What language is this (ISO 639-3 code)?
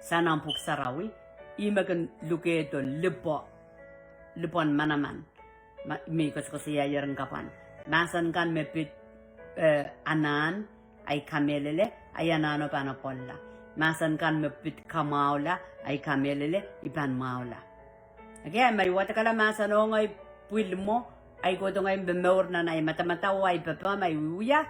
pon